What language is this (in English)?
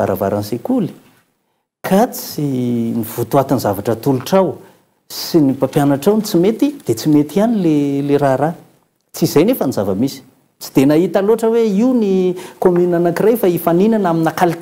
Malagasy